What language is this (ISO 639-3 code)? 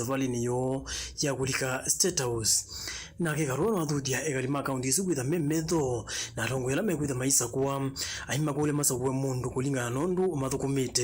kam